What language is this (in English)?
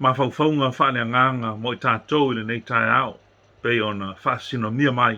Samoan